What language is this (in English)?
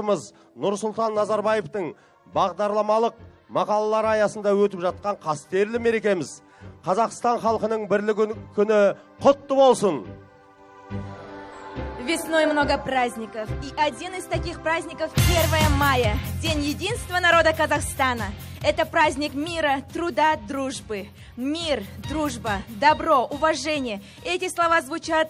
Kazakh